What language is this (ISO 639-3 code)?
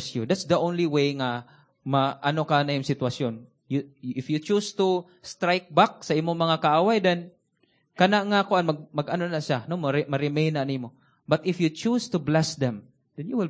ceb